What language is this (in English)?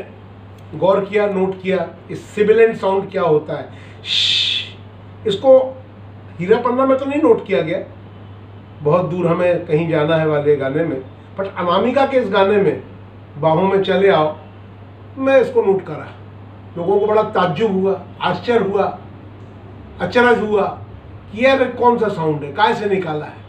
Hindi